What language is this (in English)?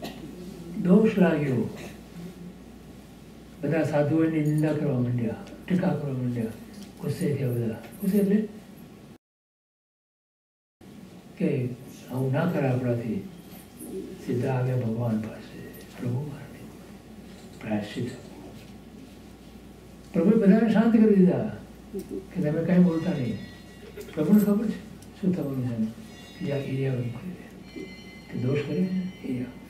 Gujarati